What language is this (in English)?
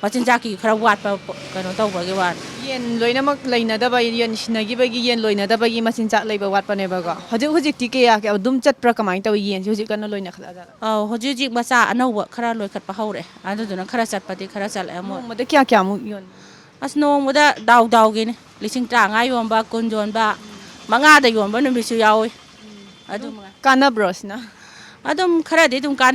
Manipuri